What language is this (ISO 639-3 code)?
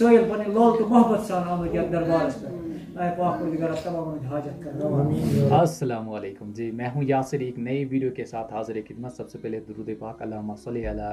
kas